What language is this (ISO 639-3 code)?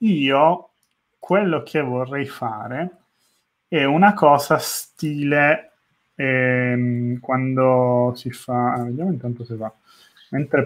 ita